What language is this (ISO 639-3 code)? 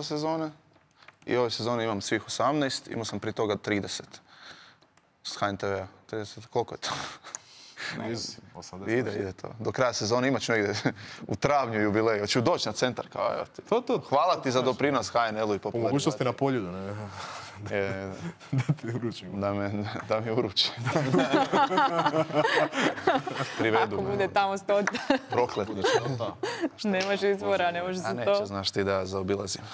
hrv